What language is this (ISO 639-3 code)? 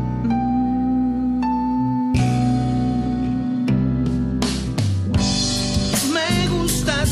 spa